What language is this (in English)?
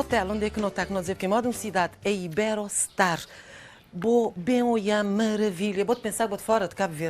Kabuverdianu